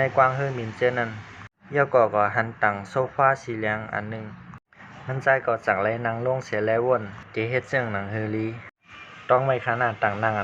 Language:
Shan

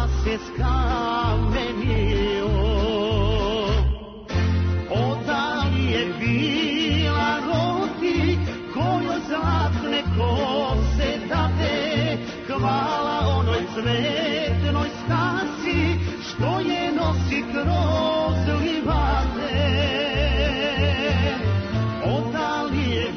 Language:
Serbian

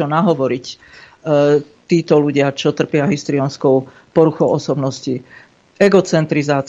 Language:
Slovak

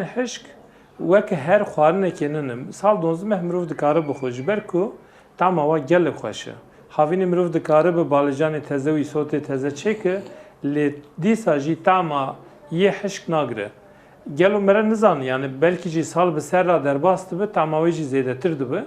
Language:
Kurdish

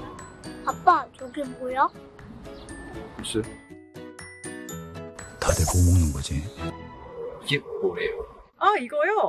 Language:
Korean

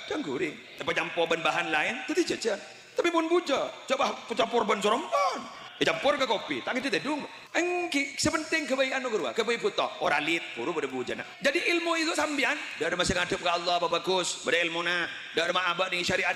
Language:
Madurese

